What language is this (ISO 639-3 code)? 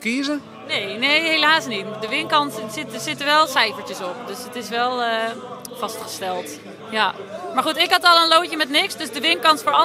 fry